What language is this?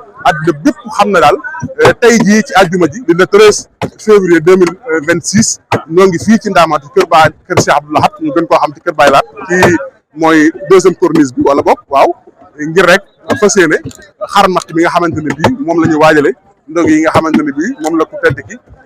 Wolof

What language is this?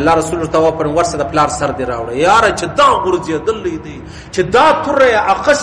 Pashto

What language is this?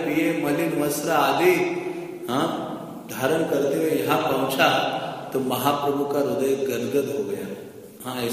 Hindi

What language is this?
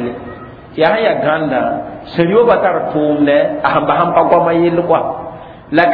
Mossi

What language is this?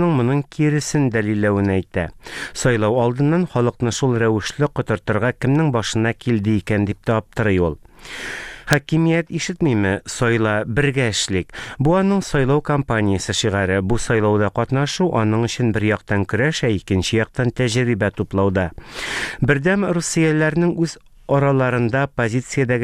Tatar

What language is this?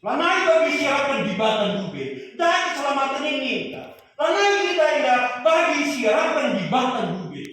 Batak Karo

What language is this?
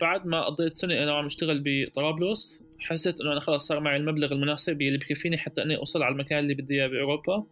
North Levantine Arabic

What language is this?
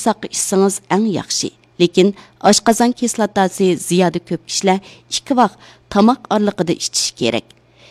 Uyghur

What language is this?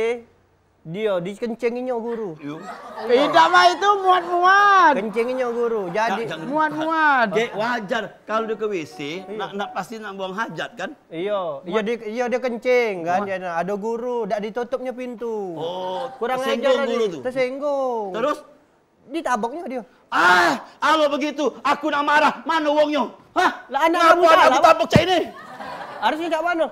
Musi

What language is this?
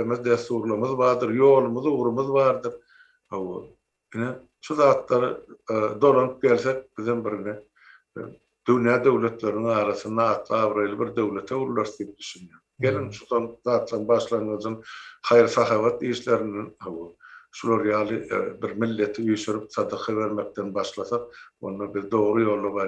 Turkmen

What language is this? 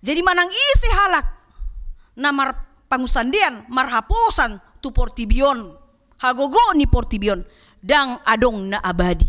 Batak Toba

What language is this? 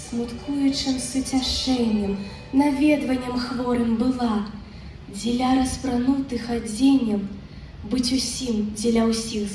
Belarusian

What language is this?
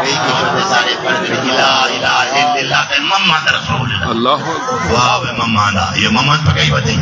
Saraiki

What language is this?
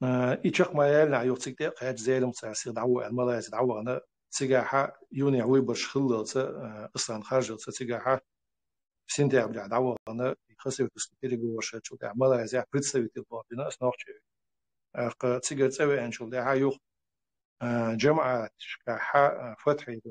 Chechen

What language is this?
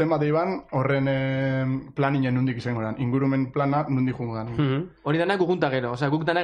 Basque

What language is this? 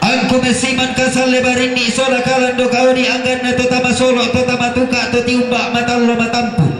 Toraja-Sa'dan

